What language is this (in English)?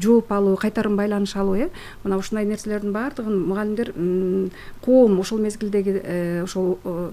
Kyrgyz